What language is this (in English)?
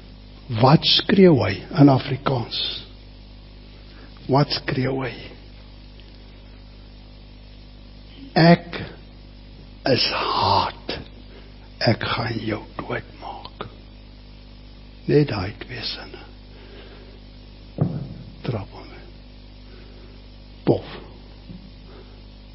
Afrikaans